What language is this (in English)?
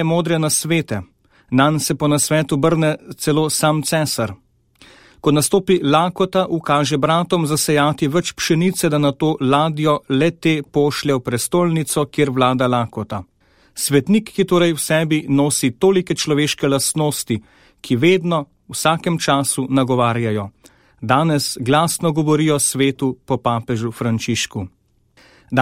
Slovenian